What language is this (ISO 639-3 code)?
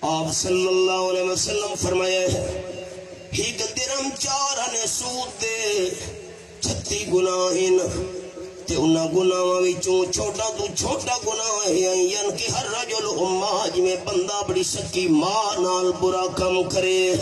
skr